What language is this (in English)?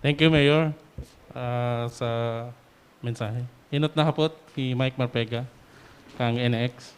Bikol